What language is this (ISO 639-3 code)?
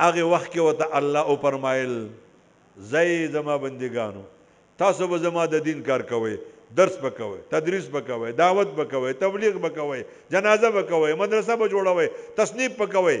pus